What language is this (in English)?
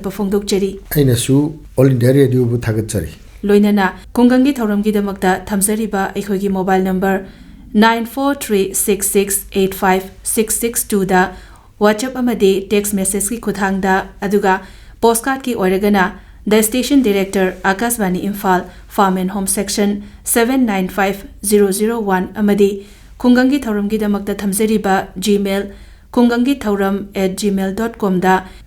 Manipuri